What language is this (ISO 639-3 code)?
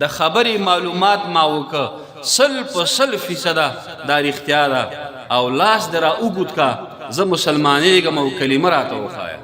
pus